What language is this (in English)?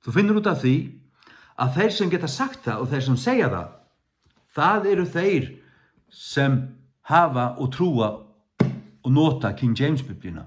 Faroese